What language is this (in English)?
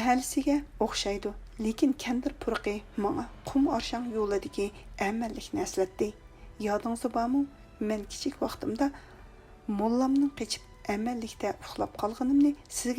Uyghur